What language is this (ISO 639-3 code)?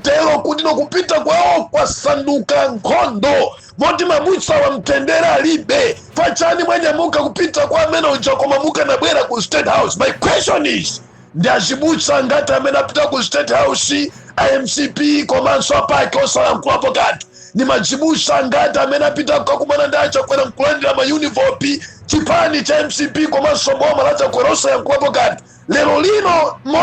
nya